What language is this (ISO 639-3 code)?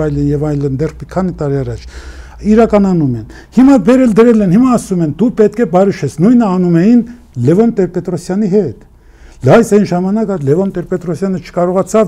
hye